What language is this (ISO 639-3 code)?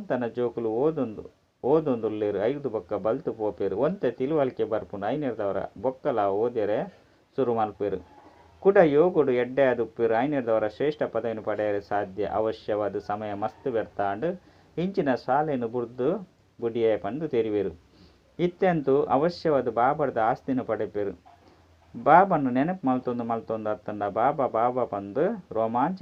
tcy